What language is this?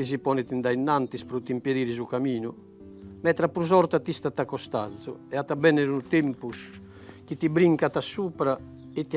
Sardinian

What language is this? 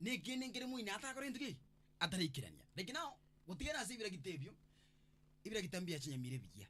Gusii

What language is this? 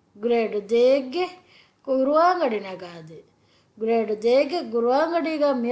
Divehi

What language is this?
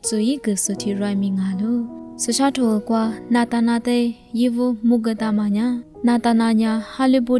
Lisu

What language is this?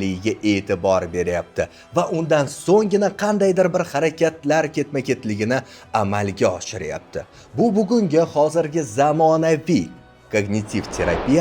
Uzbek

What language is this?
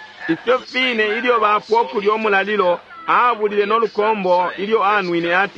Bemba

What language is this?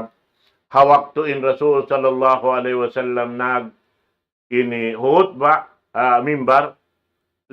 Tausug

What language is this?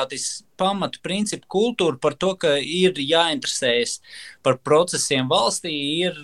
Latvian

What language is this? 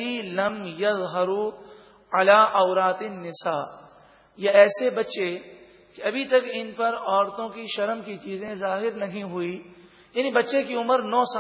Urdu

